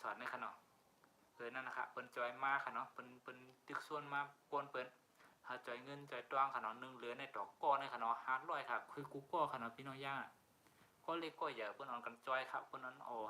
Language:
Shan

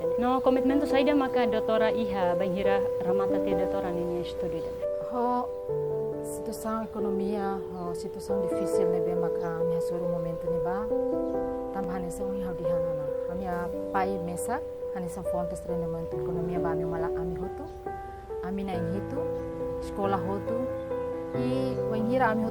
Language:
Tetum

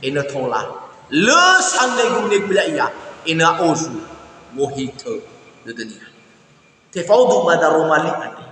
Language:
Nias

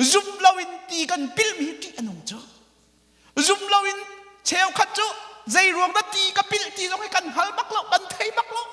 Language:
Hakha Chin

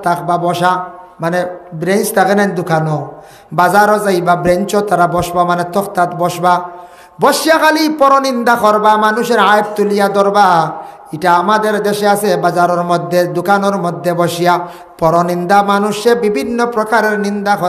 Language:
Sylheti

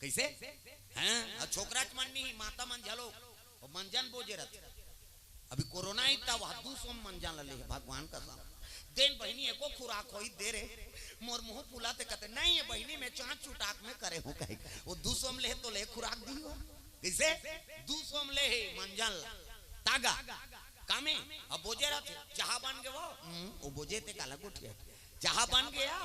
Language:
Chhattisgarhi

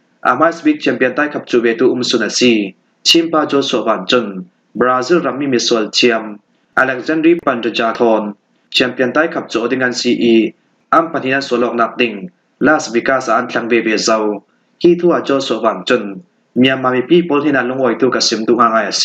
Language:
Falam Chin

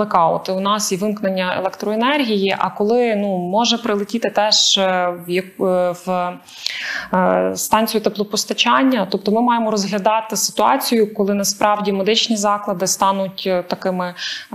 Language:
Ukrainian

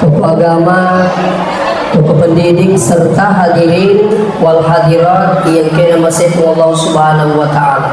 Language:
Buginese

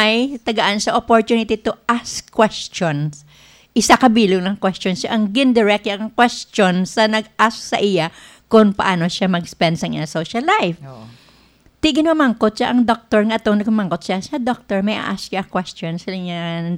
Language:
Hiligaynon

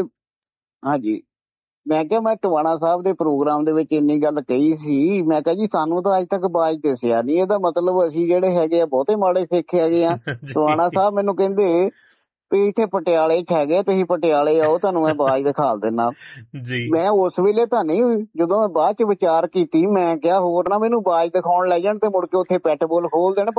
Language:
Punjabi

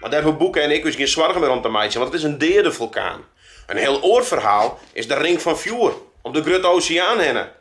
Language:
Western Frisian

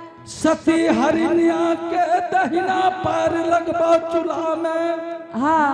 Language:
Angika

